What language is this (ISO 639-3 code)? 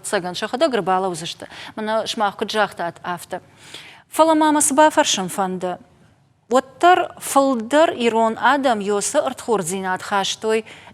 oss